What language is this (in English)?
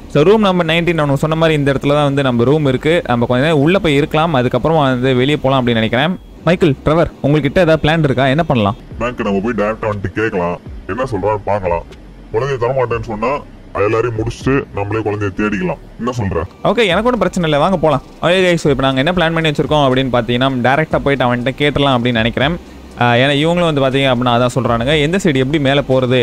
Tamil